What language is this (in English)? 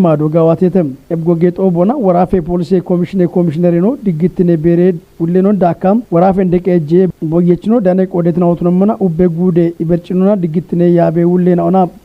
Kafa